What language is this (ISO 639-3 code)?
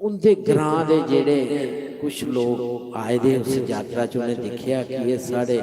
doi